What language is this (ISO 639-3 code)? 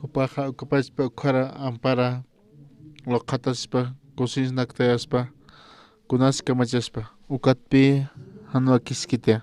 aym